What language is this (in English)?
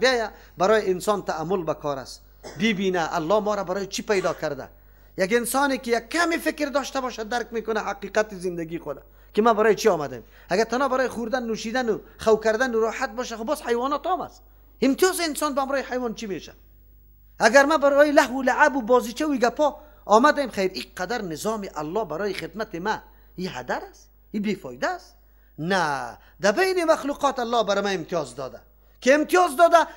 Persian